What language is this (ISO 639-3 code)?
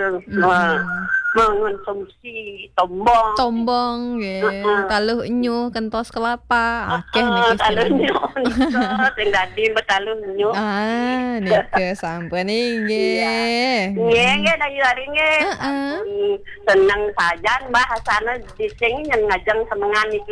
ban